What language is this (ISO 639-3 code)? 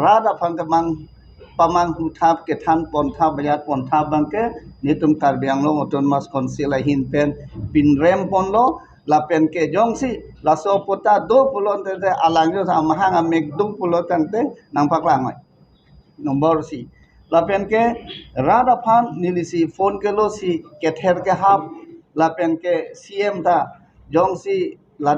mjw